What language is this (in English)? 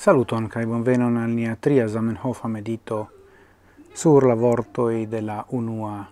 Esperanto